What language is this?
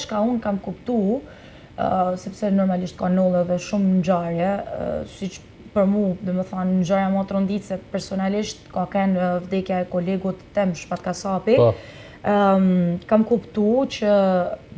Albanian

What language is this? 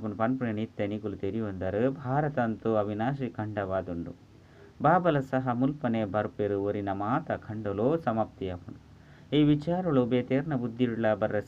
Tulu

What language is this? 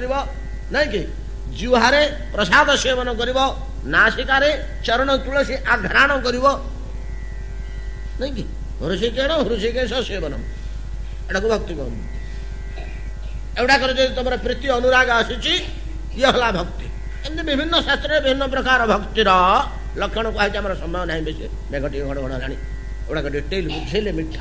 Odia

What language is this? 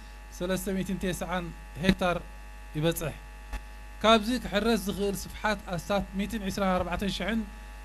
Tigrinya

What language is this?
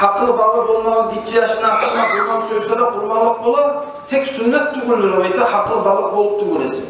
Kumyk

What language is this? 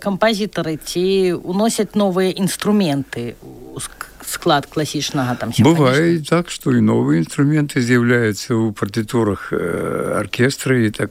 Belarusian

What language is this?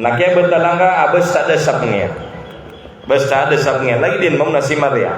Maranao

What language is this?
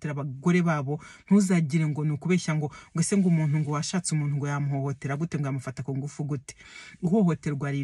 Kinyarwanda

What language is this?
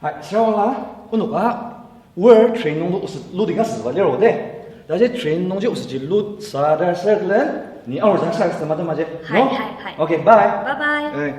Ao Naga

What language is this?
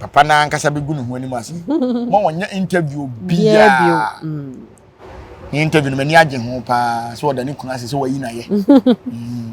Akan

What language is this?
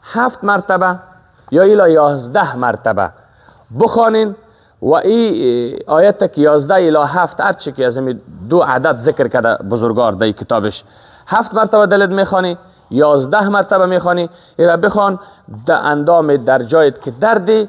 Persian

